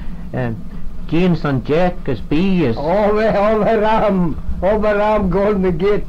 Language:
Manx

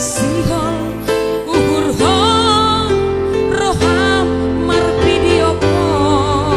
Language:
Batak Simalungun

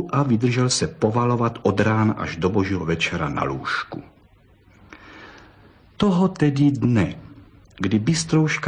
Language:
Czech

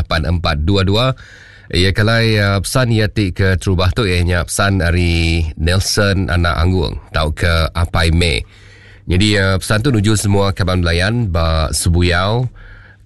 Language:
Iban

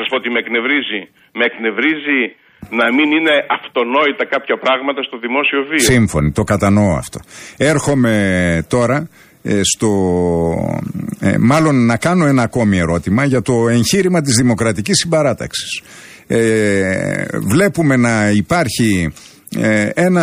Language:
Greek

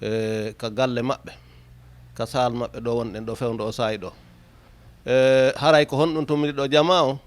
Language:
Fula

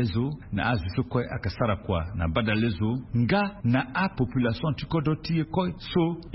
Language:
Sango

